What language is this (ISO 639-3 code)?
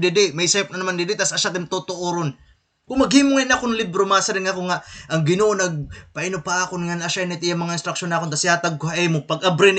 war